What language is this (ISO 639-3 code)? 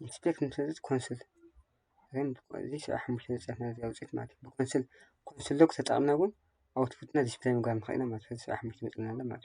tir